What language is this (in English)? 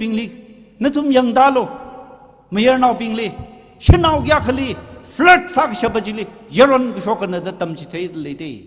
Tangkhul Naga (India)